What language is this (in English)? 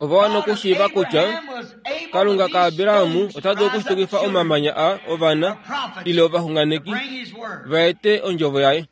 Kuanyama